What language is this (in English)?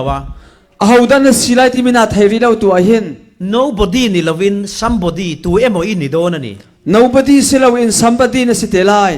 Falam Chin